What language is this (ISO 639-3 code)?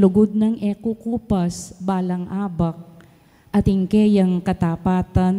pam